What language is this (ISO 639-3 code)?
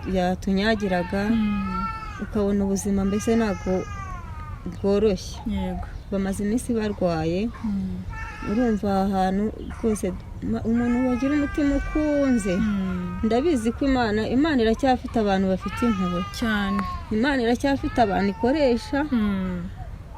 kin